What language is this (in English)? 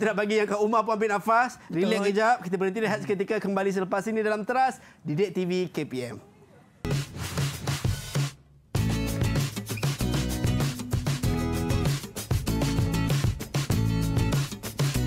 Malay